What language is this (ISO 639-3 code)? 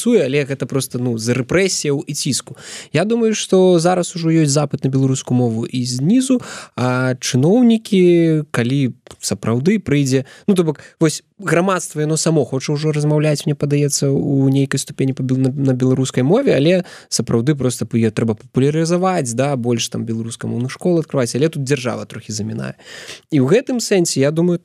bel